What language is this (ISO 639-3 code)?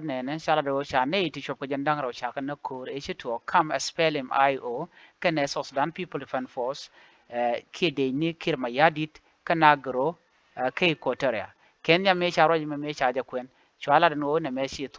nus